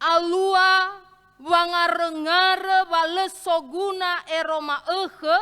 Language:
Nias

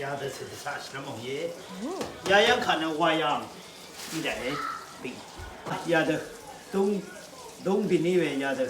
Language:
Rawang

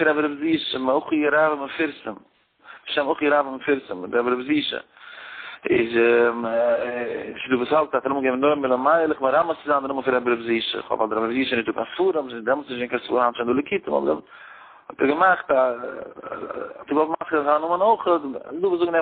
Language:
Yiddish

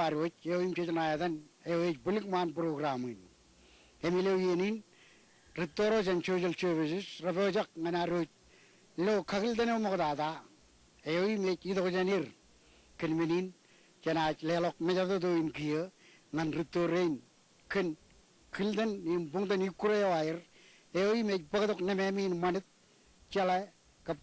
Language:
Marshallese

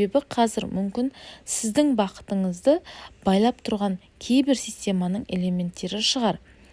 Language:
Kazakh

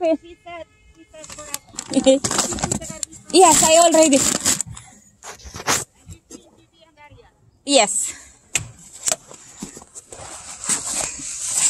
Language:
Filipino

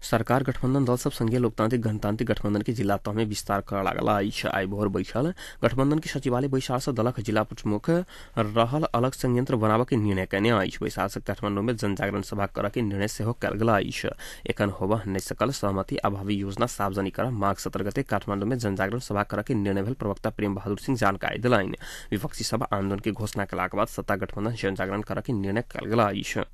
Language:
Maithili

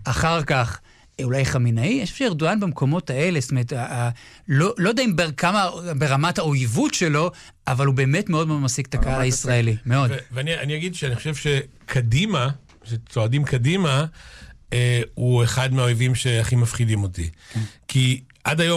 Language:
Hebrew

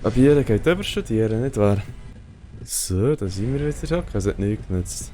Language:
Swiss German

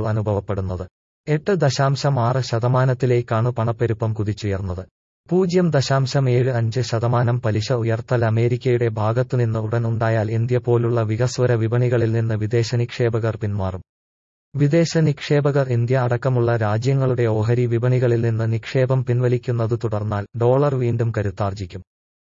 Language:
Malayalam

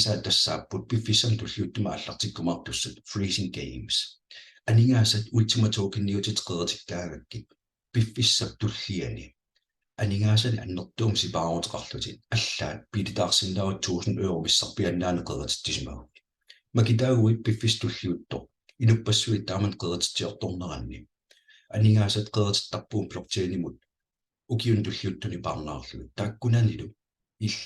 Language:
Kalaallisut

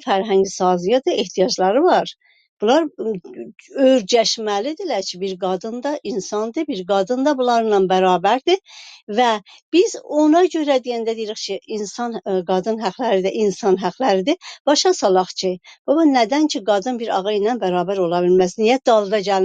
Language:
South Azerbaijani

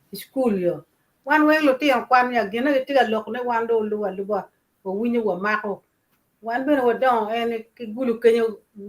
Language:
Acoli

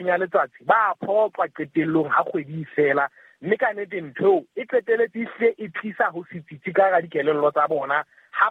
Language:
Southern Sotho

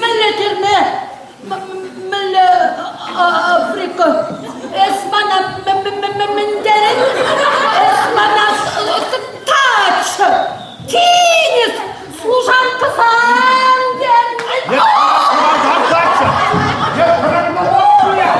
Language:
Chuvash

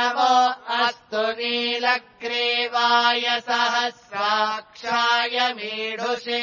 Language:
Sanskrit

